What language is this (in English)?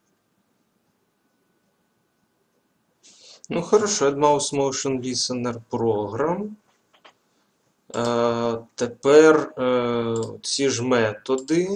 Ukrainian